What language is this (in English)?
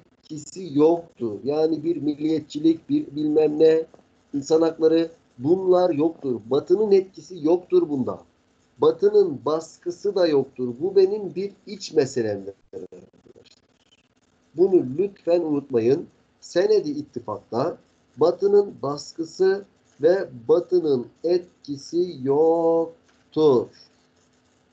Turkish